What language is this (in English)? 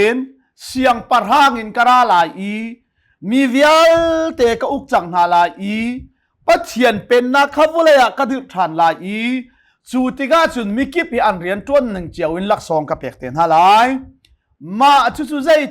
Hakha Chin